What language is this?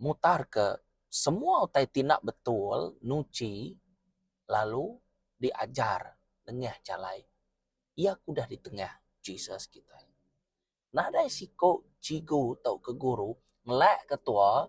Iban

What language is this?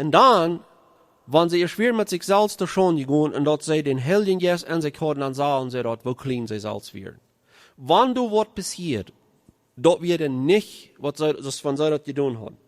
Plautdietsch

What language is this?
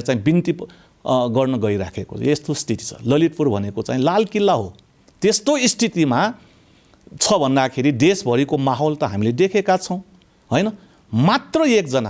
Nepali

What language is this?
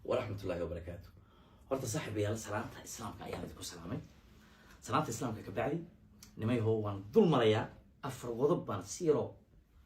Somali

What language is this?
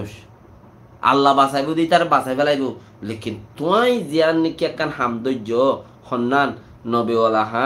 Rohingya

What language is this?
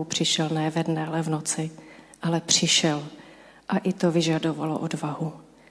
Czech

